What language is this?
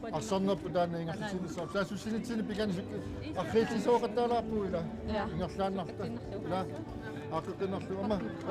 Kalaallisut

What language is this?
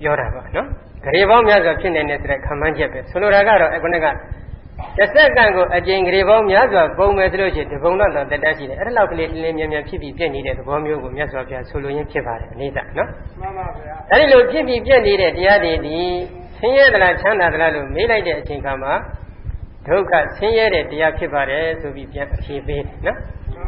Burmese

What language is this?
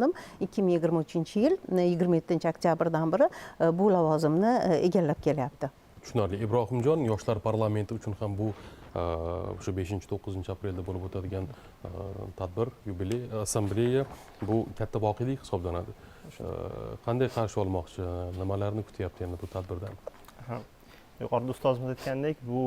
Uzbek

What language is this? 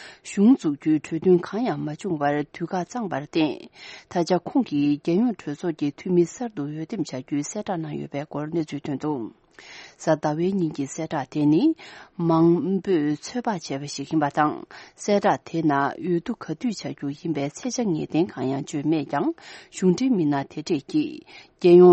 Tibetan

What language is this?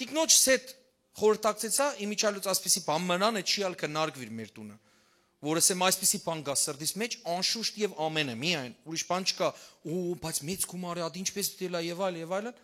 Western Armenian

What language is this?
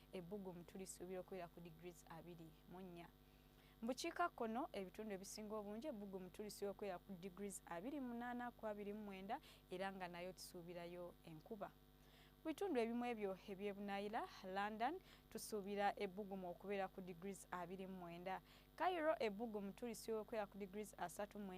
Ganda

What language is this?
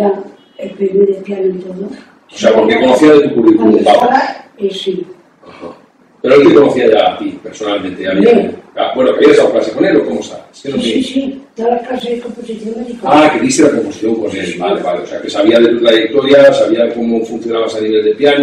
Spanish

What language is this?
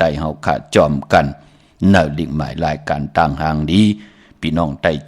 Shan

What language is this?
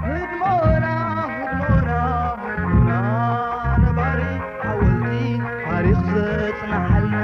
Tigrinya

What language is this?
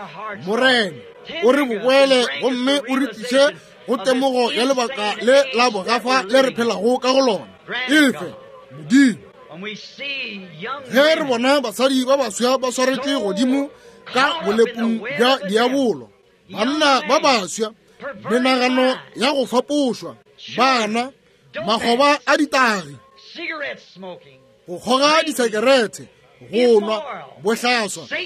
Northern Sotho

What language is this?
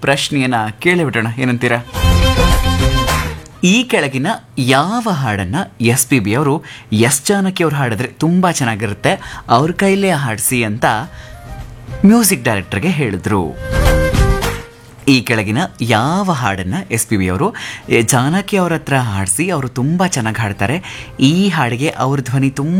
Kannada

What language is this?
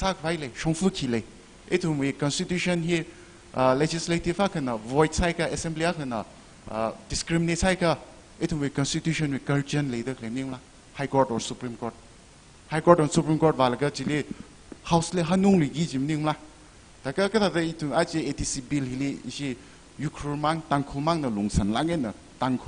Tangkhul Naga (India)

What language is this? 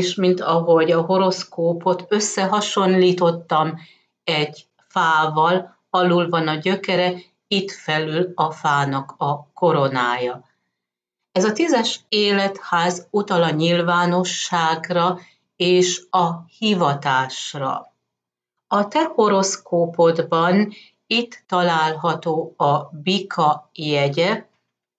Hungarian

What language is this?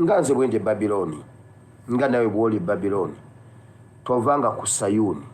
Ganda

